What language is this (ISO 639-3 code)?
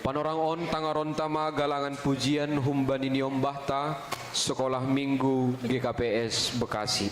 bts